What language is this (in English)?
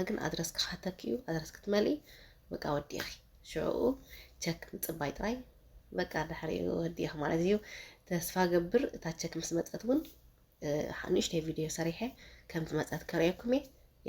Tigrinya